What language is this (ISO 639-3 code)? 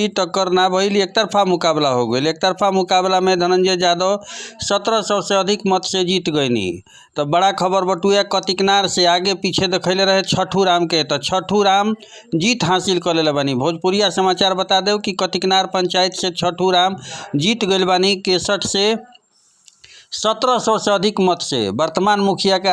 bho